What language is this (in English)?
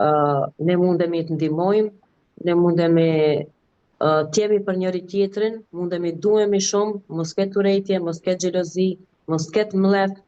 Albanian